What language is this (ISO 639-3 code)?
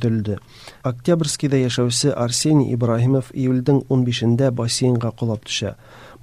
kir